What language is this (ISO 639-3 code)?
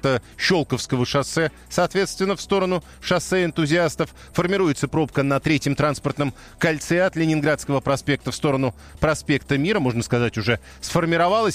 rus